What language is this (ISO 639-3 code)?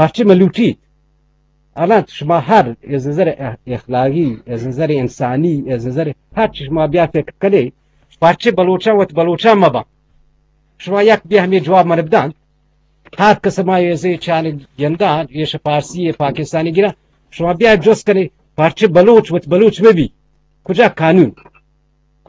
bgp